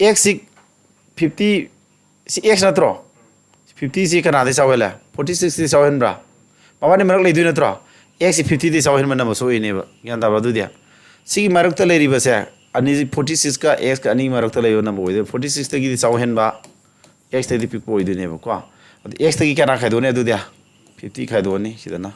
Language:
Manipuri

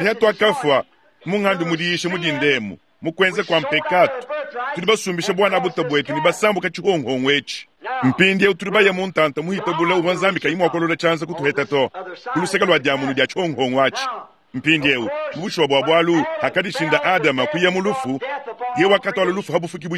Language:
Luba-Lulua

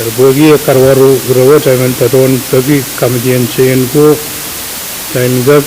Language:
Pohnpeian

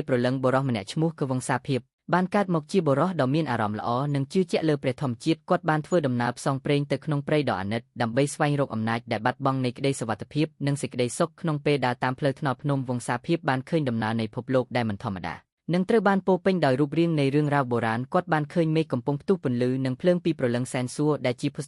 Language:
Khmer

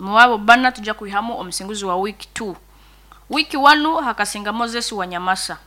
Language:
Nyoro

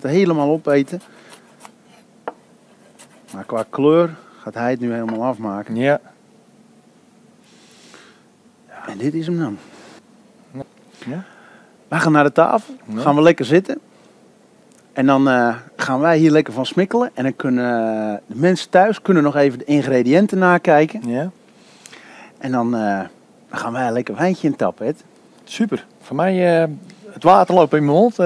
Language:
Dutch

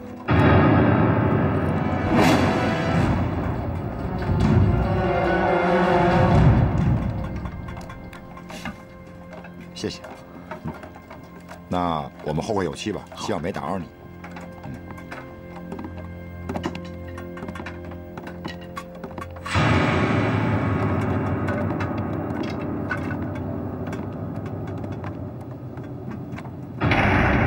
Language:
Chinese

